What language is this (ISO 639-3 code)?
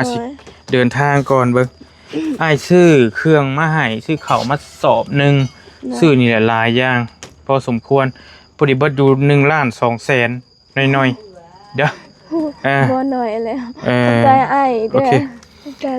tts